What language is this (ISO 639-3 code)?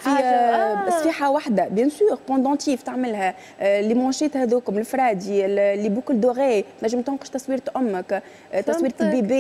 aeb